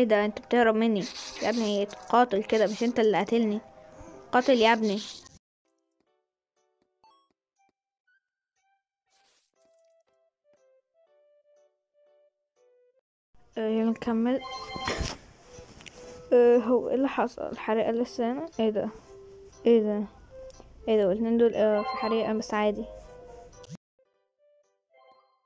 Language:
Egyptian Arabic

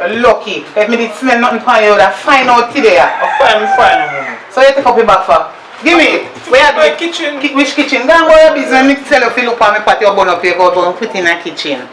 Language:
Jamaican Creole English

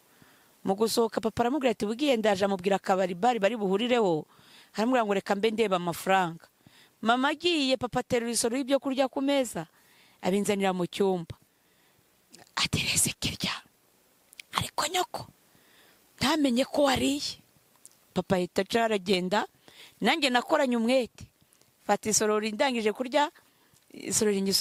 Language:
Kinyarwanda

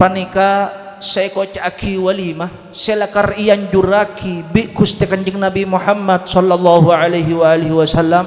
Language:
Madurese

